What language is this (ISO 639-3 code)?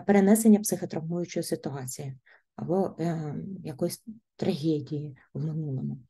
ukr